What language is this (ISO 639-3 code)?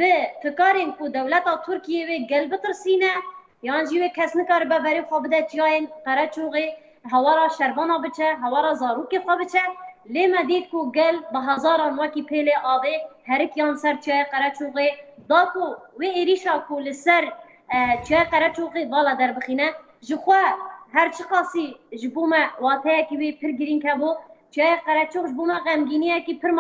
kur